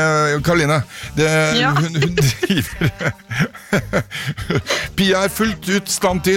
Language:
Norwegian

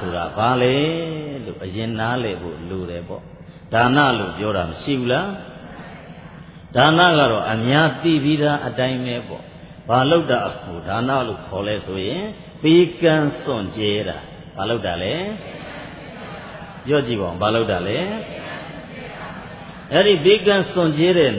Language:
Burmese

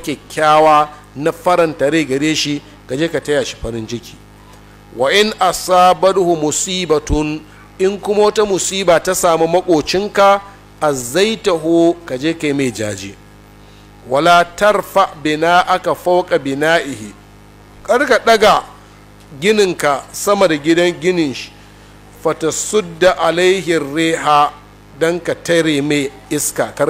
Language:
Hausa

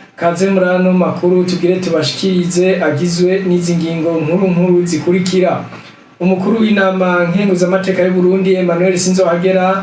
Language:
Rundi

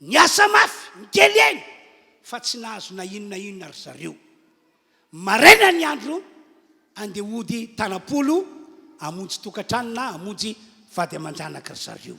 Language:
Malagasy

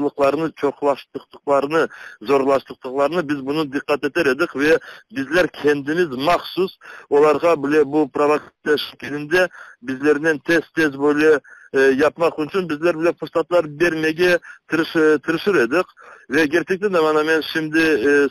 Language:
Crimean Tatar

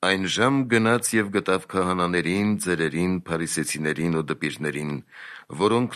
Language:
Armenian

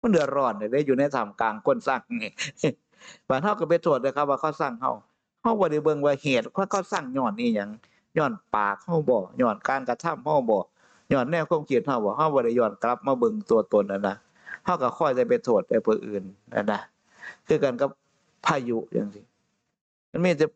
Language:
Northeastern Thai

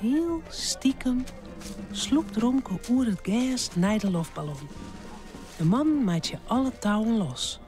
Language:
Western Frisian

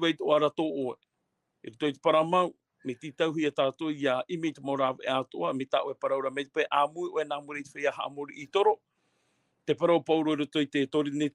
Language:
Tahitian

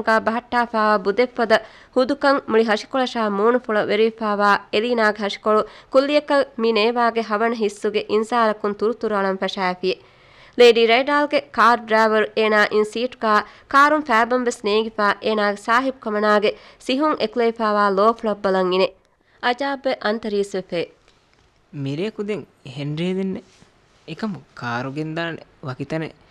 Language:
Divehi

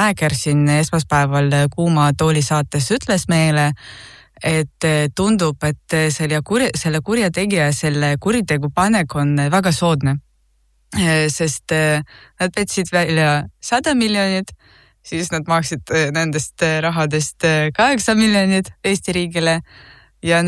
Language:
Estonian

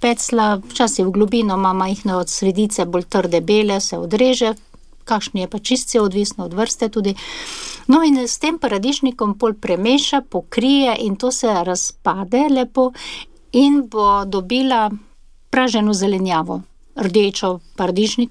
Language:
Slovenian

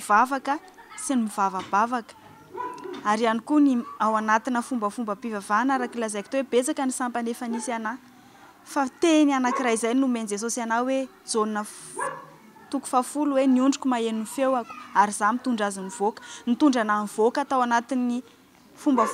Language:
Malagasy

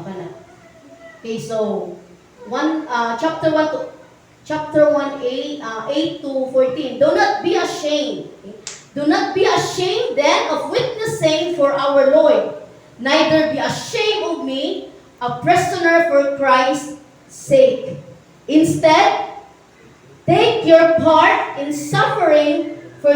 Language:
Cebuano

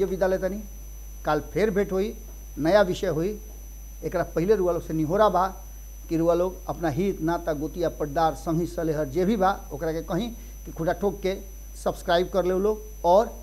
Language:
Bhojpuri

